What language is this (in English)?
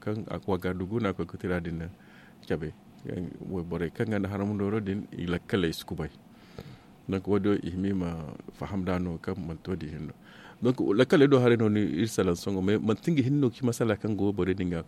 Zarma